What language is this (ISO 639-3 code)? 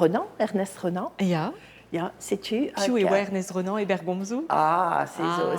bre